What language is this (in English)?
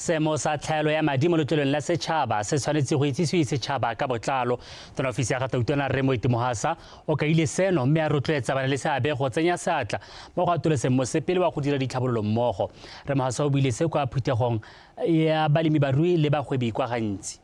Tswana